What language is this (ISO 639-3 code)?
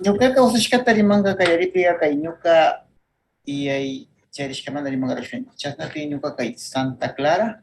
qvz